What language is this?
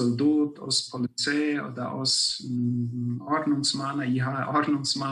Plautdietsch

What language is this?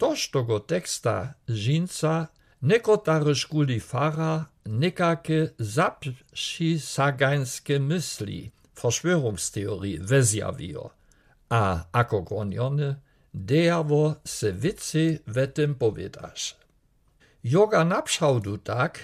Lower Sorbian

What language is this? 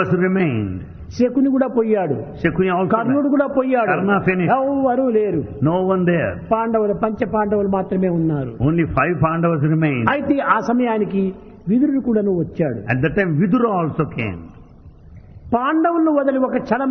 Telugu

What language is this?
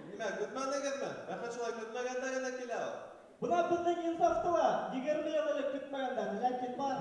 Bashkir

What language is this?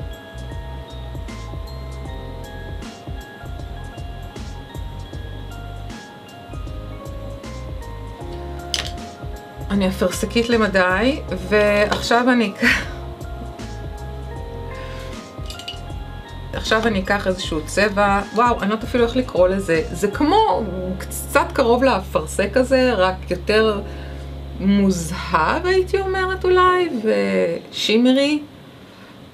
Hebrew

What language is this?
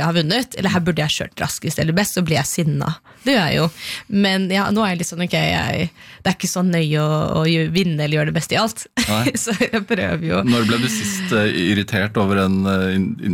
Norwegian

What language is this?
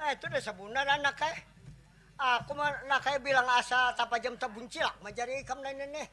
Banjar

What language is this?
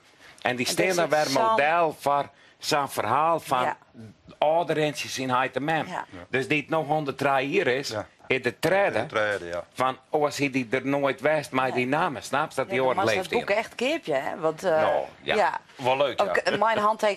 Western Frisian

